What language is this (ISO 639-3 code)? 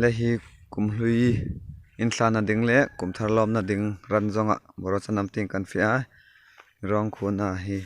hmr